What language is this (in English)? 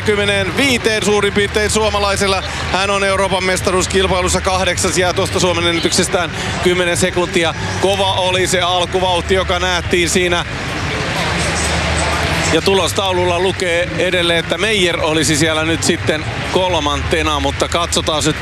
Finnish